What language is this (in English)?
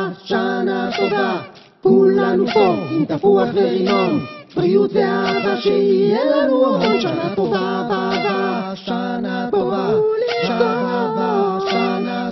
Hebrew